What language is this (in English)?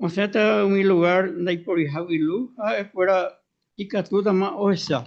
Guarani